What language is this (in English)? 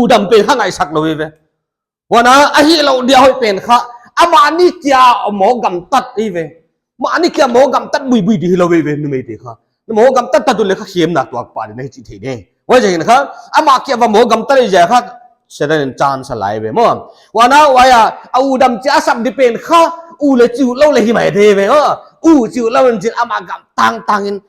Paite Chin